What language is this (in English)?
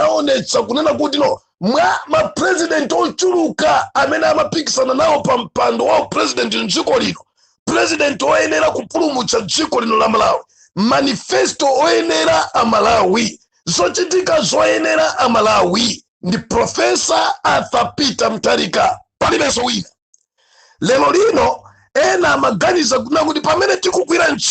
Nyanja